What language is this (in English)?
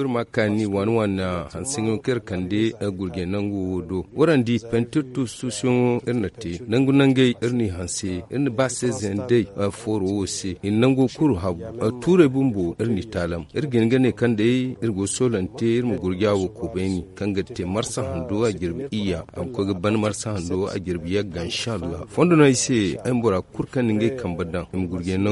Zarma